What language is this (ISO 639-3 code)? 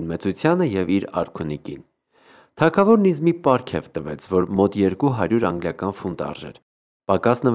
hye